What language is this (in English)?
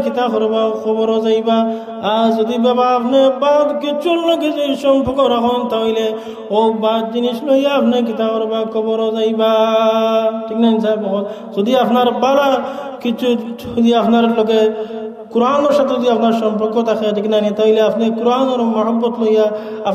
Sylheti